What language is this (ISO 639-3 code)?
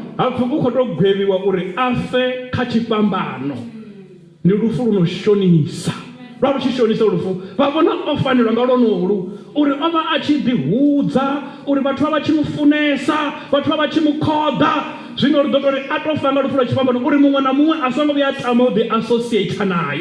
ven